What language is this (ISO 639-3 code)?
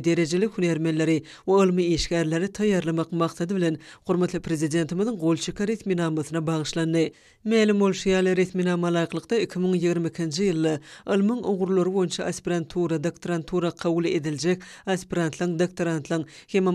tuk